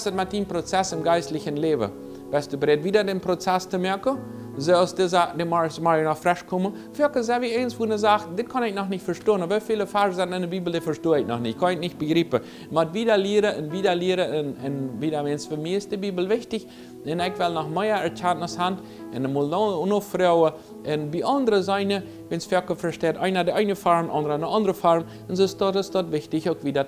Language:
Plautdietsch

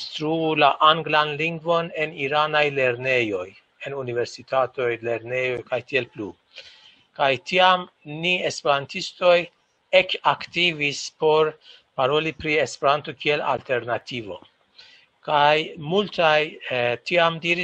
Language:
Esperanto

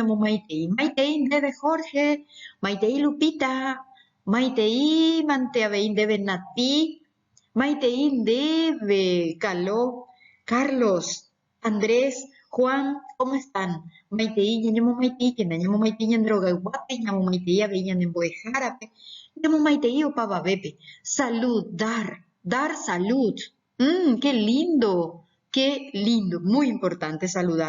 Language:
Guarani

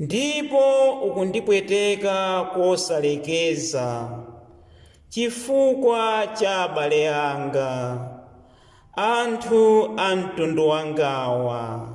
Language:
Nyanja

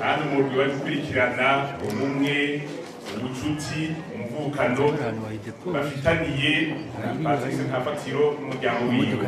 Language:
Rundi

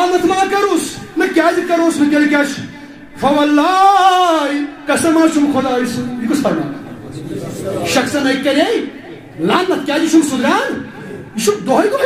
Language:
Kashmiri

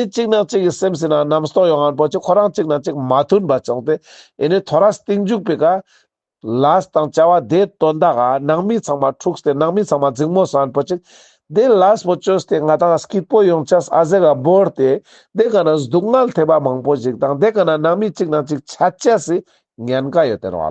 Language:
Ladakhi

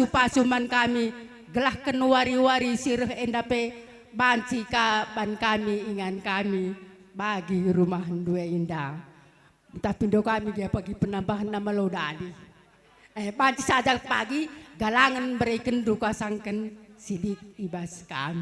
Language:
Batak Karo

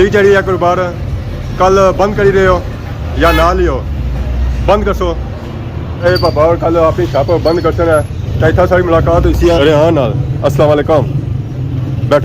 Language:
Pahari-Potwari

